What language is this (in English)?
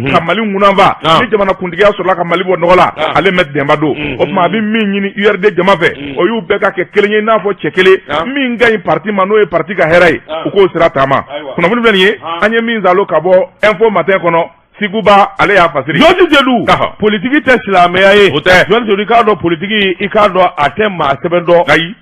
Bambara